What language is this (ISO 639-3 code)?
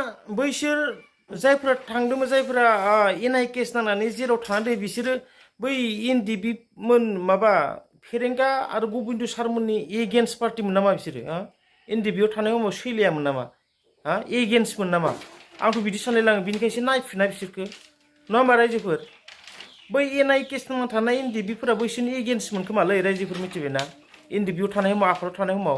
brx